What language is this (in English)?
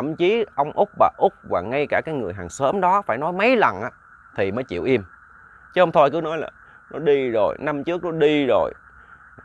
Vietnamese